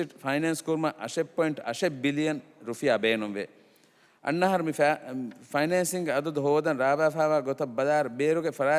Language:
Divehi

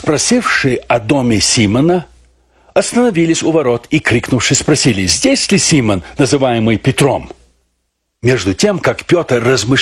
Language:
Russian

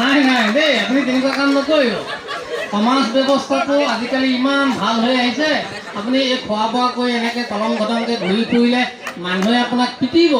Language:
Assamese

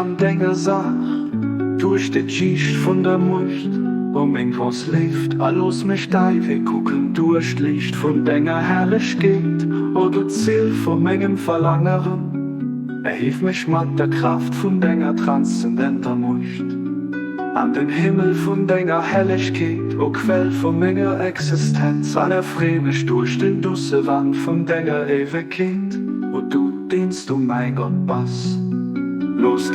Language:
Luxembourgish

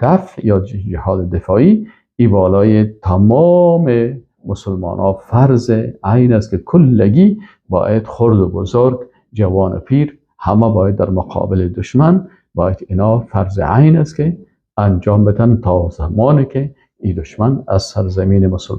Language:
Persian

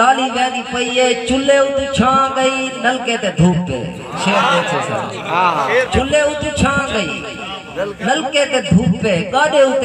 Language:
Saraiki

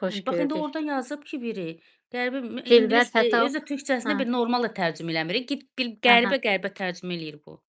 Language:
Azerbaijani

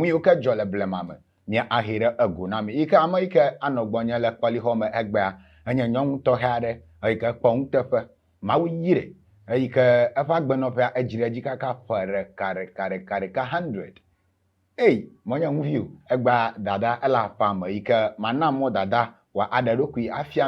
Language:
Ewe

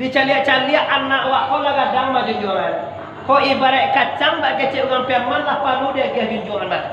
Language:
Minangkabau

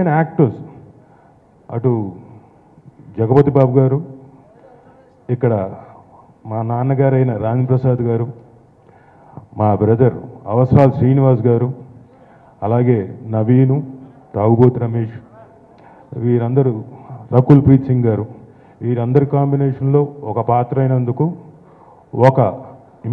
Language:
Telugu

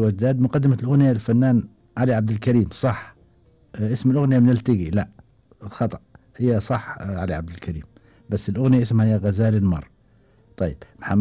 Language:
Gulf Arabic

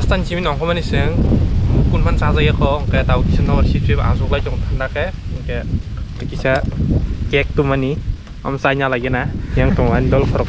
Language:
Kok Borok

